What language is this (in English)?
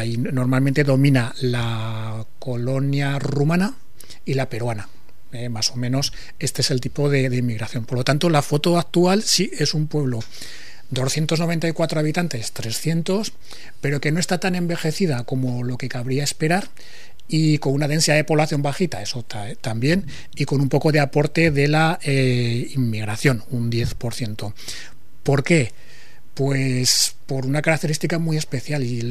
Spanish